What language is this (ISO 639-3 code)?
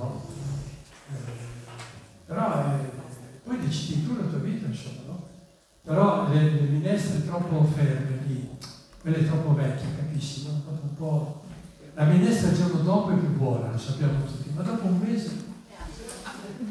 ita